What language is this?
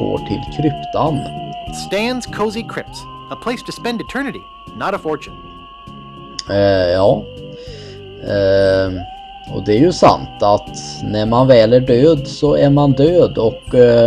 Swedish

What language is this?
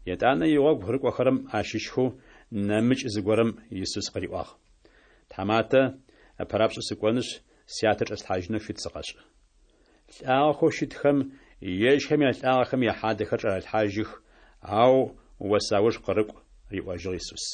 Kabardian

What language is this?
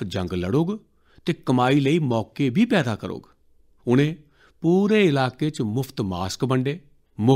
Dogri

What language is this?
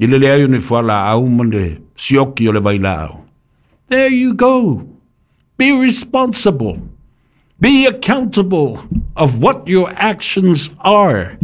Samoan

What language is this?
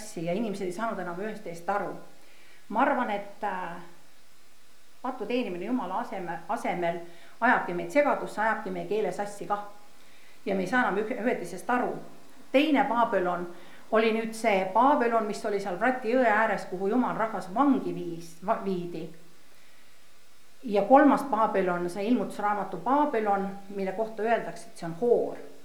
Estonian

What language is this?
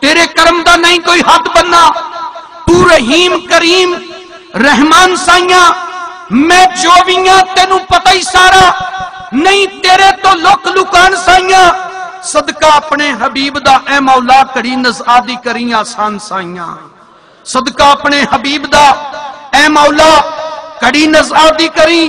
Saraiki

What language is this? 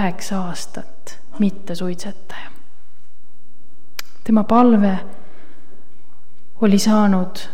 Estonian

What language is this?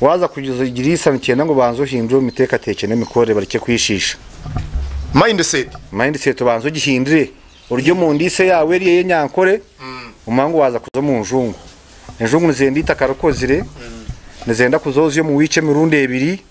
Nyankole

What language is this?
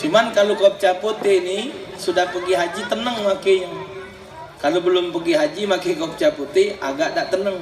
Musi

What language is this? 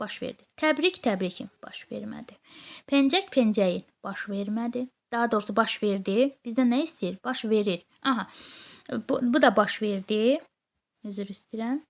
Azerbaijani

